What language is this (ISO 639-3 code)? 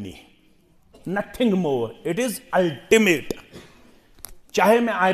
kas